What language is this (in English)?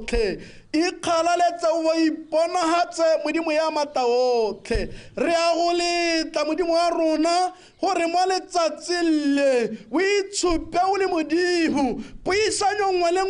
Tswana